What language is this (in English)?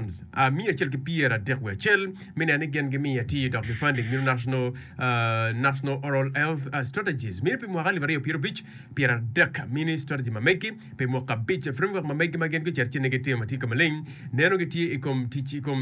Acoli